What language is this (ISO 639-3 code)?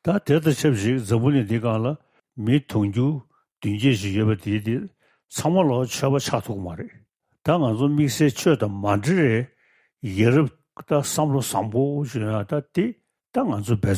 bod